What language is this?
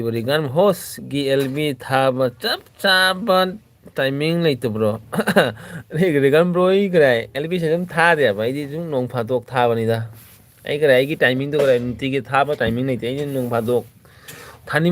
Manipuri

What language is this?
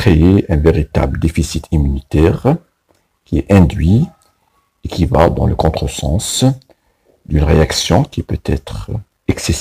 French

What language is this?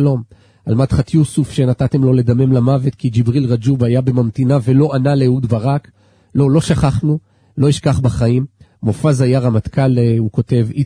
Hebrew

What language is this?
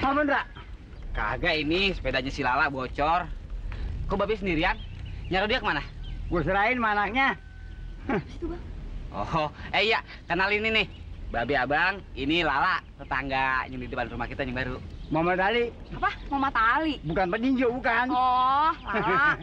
Betawi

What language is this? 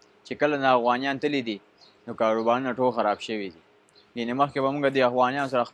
Pashto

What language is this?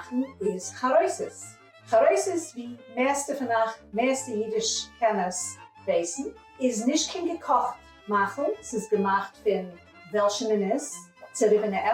Yiddish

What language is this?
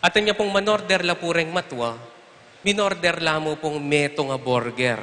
Pampanga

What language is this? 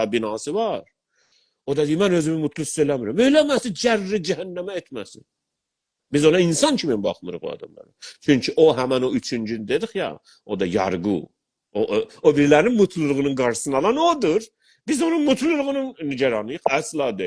South Azerbaijani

